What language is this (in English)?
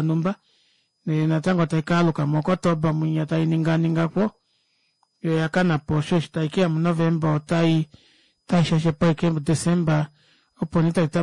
Kuanyama